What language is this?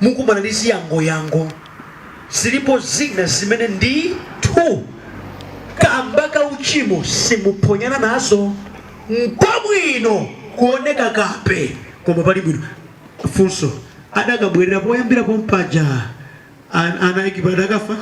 Nyanja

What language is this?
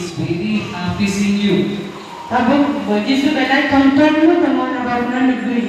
Kok Borok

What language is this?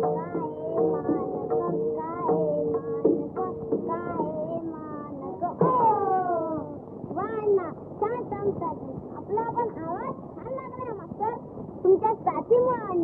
Marathi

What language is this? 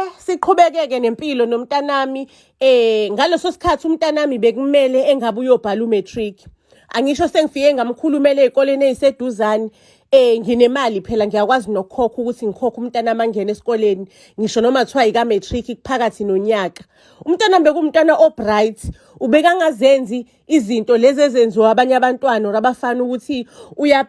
Zulu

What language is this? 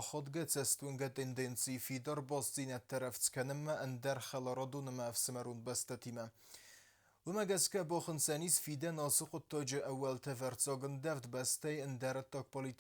Ossetic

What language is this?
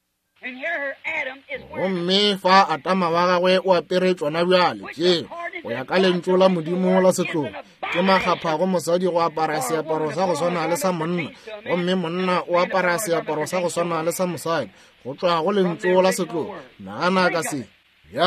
Northern Sotho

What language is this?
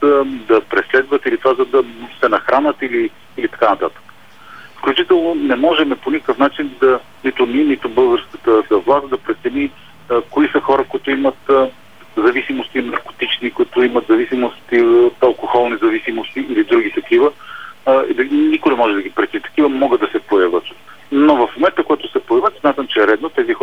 Bulgarian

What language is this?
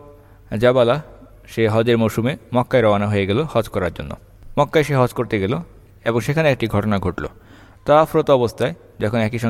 Bangla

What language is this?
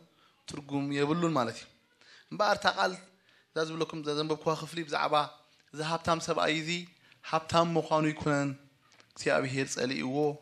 Tigrinya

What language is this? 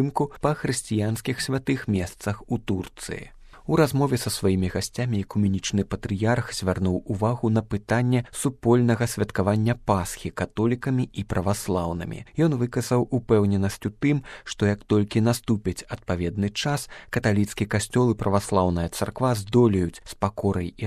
Belarusian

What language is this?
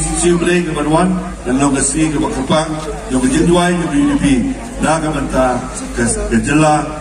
Khasi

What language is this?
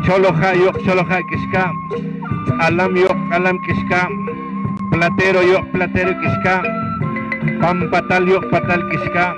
Poqomchi'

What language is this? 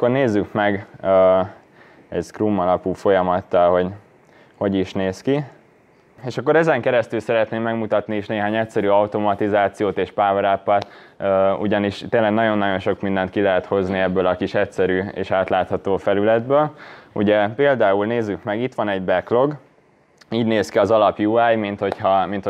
Hungarian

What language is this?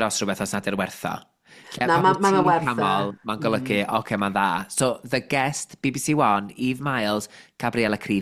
Welsh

